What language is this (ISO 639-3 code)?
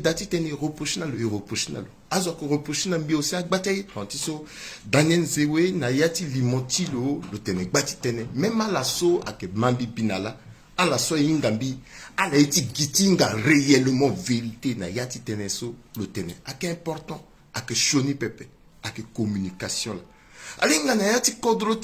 sag